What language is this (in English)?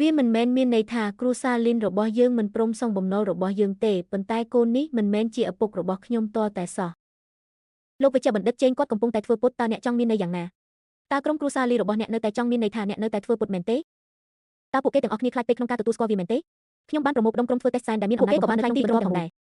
Khmer